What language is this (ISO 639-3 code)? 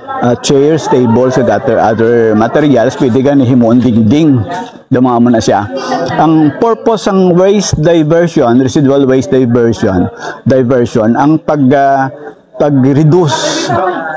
hil